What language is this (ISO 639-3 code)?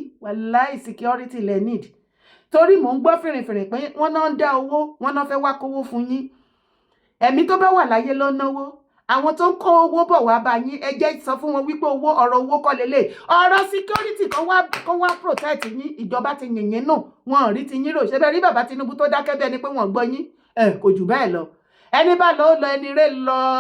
yor